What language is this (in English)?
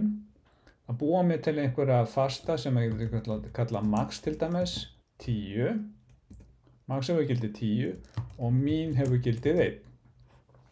Icelandic